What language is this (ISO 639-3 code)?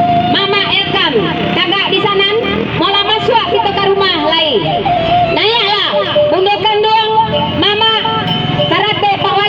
min